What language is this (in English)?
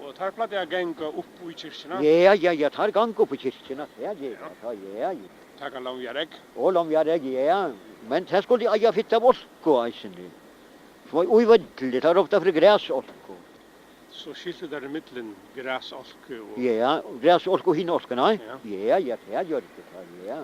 Faroese